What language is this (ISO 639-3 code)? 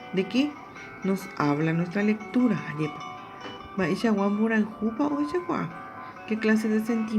grn